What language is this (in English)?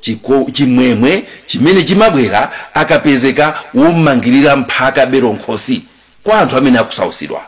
Nyanja